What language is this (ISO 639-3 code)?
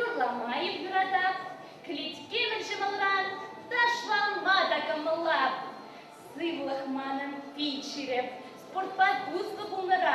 chv